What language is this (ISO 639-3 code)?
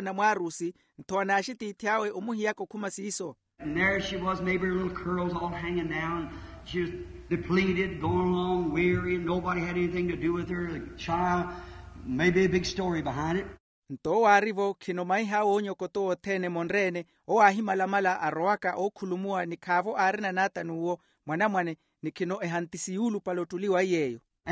vmw